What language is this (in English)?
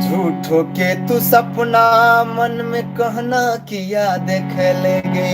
Maithili